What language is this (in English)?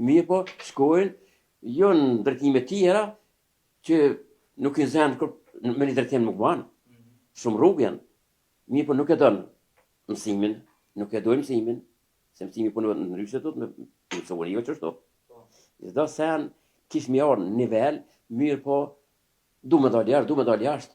Albanian